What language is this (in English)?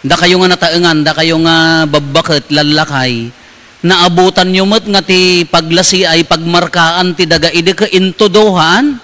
Iloko